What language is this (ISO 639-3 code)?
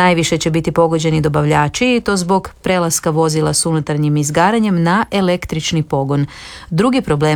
hrv